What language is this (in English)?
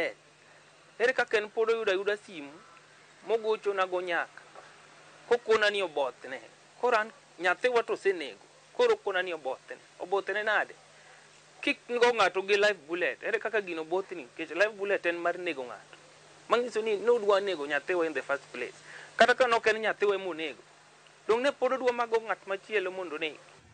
Luo (Kenya and Tanzania)